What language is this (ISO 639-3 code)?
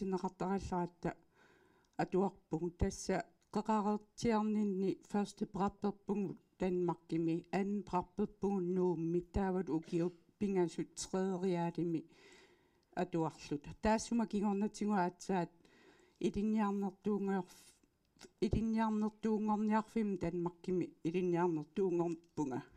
kal